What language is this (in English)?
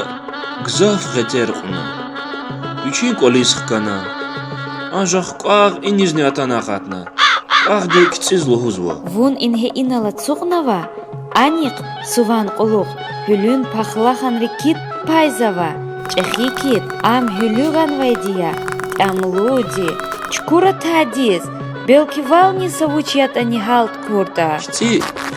Lezghian